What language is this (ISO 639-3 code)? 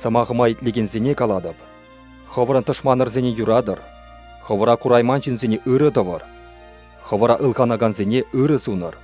chv